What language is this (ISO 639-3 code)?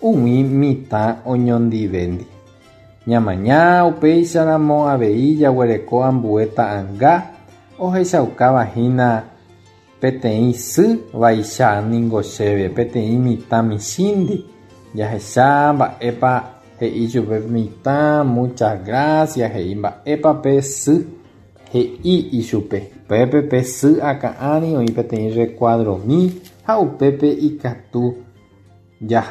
grn